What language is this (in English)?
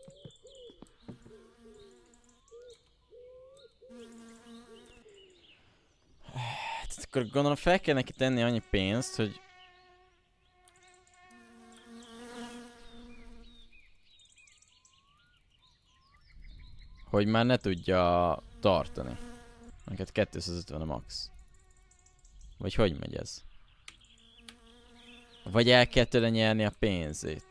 Hungarian